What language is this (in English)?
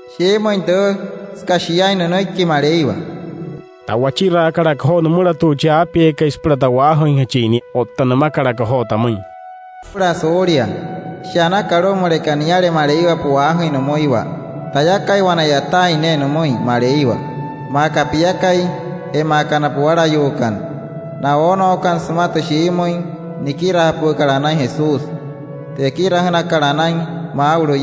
Wayuu